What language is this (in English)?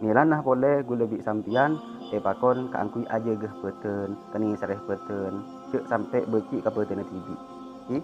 Madurese